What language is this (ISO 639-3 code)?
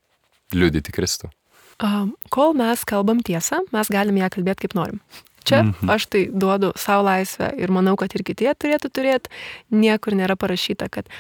lit